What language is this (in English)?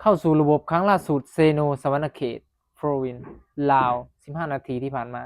Northeastern Thai